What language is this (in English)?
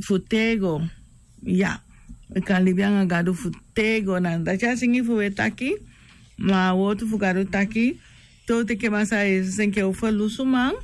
Sranan Tongo